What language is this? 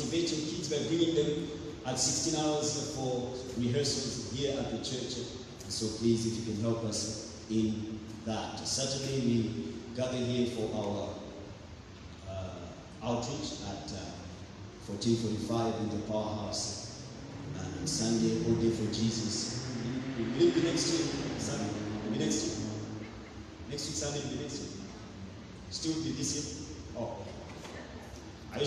English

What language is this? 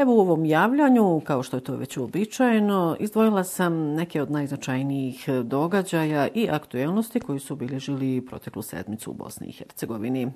Bosnian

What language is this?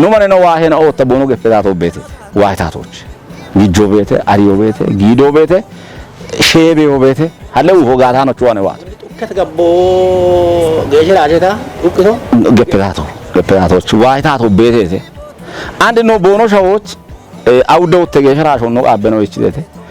Kafa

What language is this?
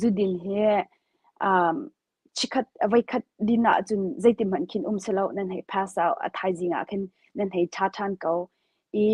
Hakha Chin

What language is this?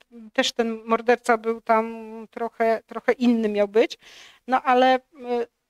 Polish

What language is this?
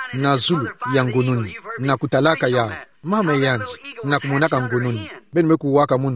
Kituba (Democratic Republic of Congo)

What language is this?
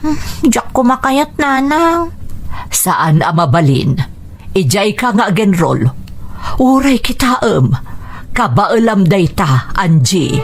Iloko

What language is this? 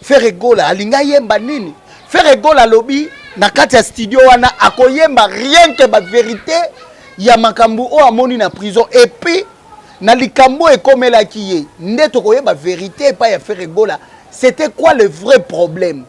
Lingala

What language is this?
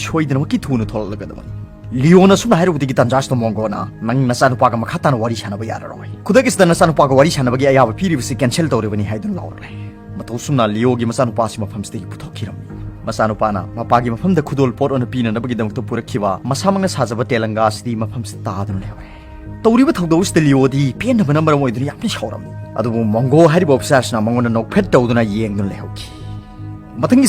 Manipuri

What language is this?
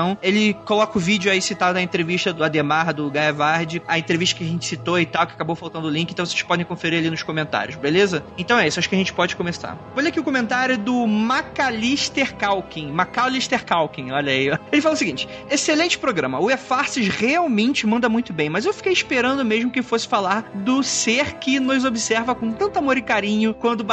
Portuguese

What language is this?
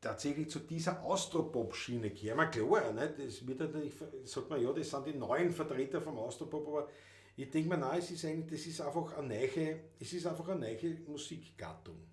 Bavarian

